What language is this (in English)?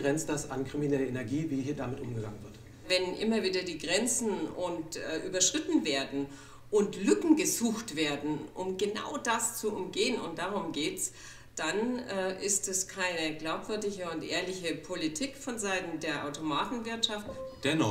German